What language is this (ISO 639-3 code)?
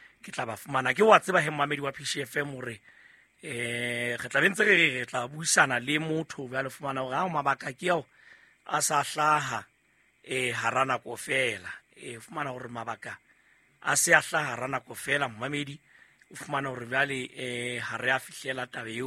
sot